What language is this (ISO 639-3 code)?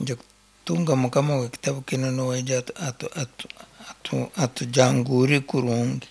nyn